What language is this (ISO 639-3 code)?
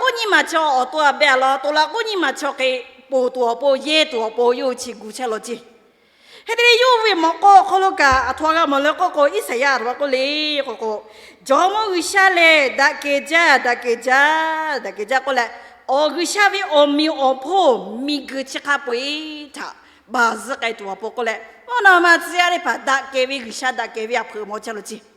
lhu